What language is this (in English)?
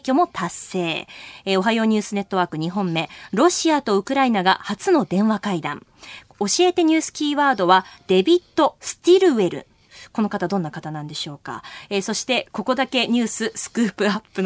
Japanese